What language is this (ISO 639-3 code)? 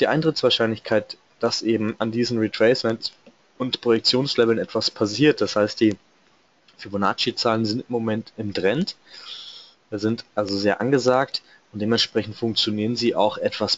deu